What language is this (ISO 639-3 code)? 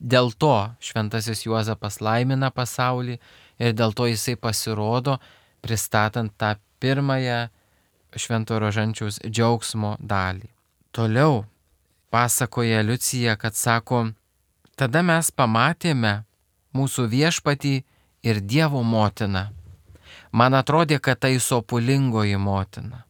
lit